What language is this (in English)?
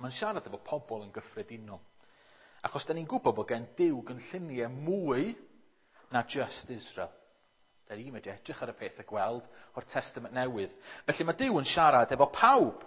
Welsh